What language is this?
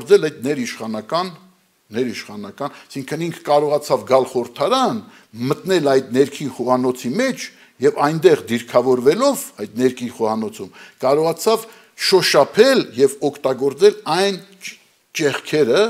Armenian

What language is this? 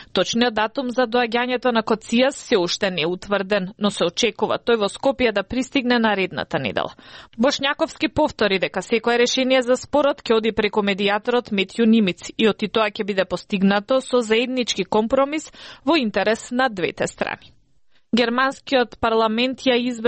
Macedonian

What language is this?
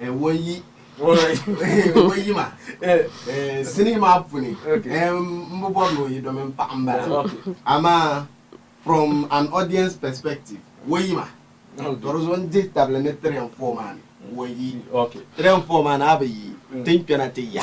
Dagbani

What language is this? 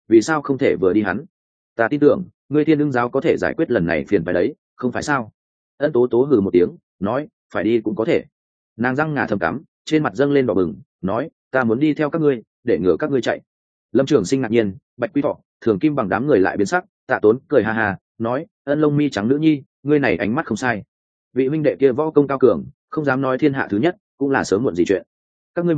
Vietnamese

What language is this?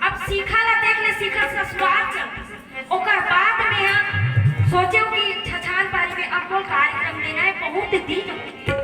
Chhattisgarhi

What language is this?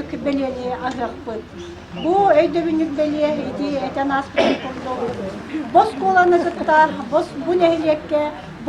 Yakut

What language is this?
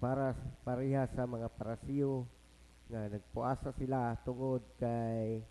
Cebuano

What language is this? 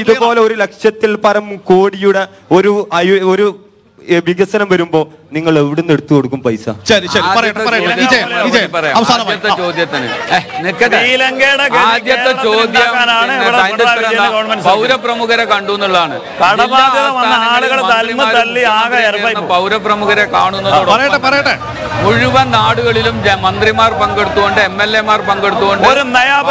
Malayalam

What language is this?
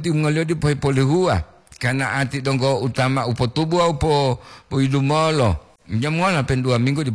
Gorontalo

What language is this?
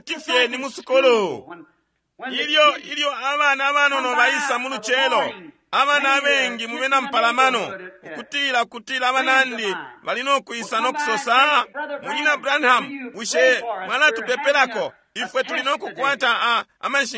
Bemba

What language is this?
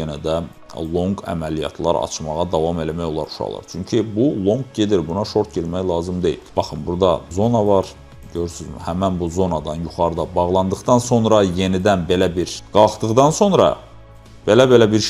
Azerbaijani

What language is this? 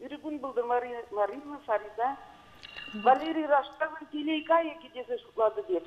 Chuvash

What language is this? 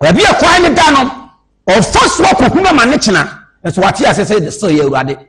Akan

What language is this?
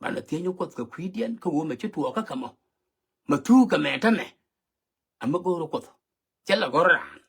Nuer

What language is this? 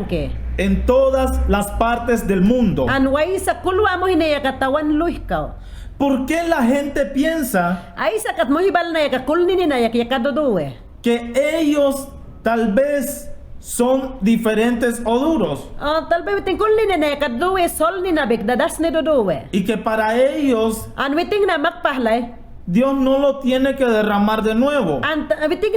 Mayangna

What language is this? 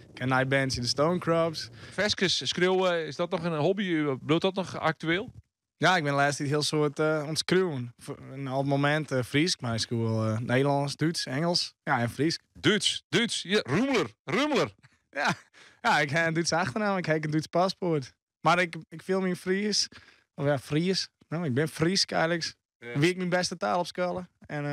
Western Frisian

